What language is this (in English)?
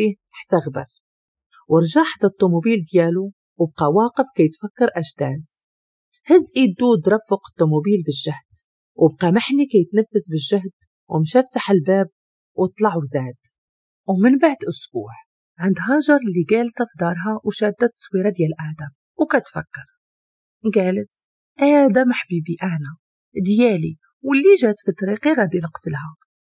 Moroccan Arabic